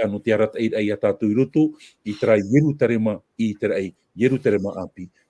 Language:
Tahitian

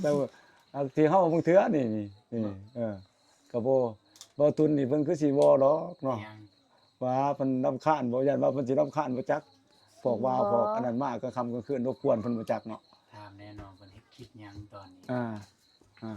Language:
Lao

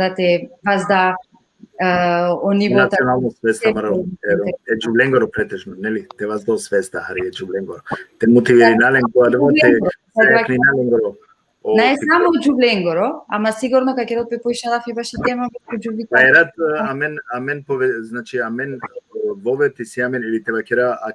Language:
Balkan Romani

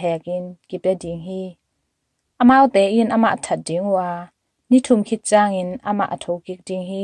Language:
Tedim Chin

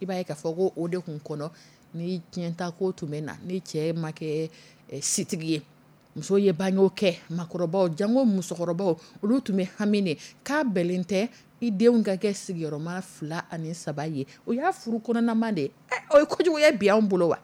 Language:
Dyula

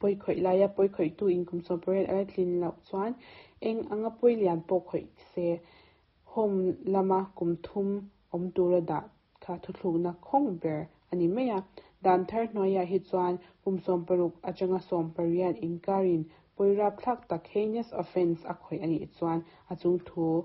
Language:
Mizo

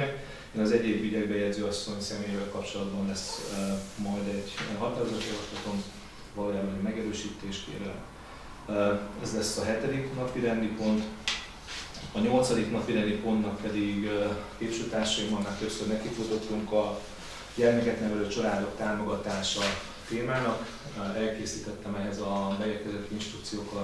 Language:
Hungarian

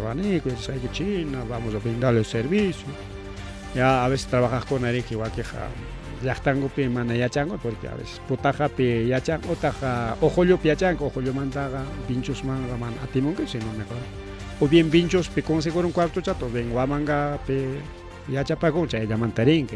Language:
Ayacucho Quechua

